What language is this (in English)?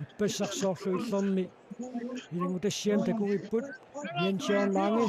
Kalaallisut